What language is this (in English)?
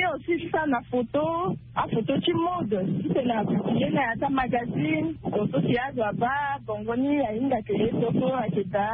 Sango